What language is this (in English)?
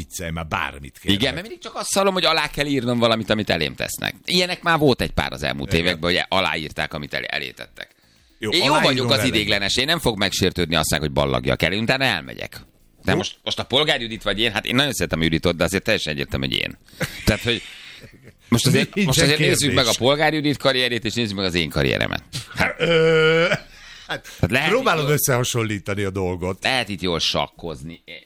Hungarian